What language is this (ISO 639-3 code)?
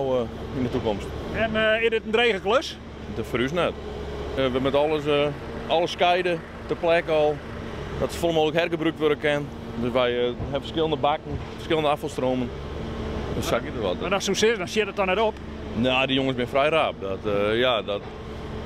fry